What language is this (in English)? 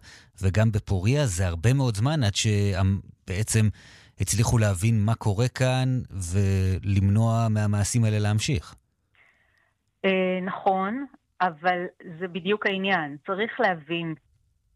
Hebrew